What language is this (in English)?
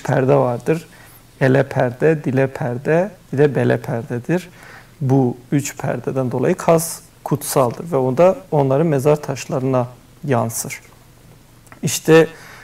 Turkish